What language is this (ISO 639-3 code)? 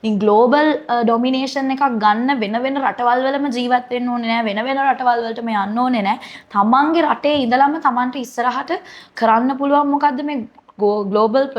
sin